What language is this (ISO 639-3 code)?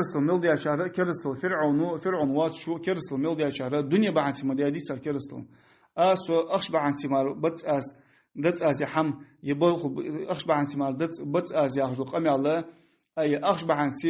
inh